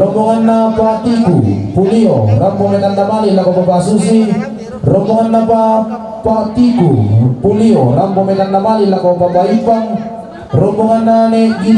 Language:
Toraja-Sa'dan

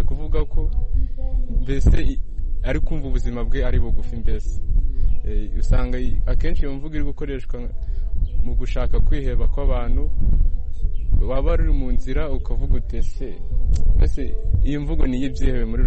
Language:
Kinyarwanda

